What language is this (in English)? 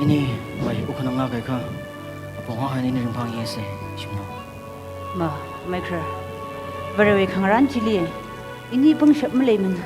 Tangkhul Naga (India)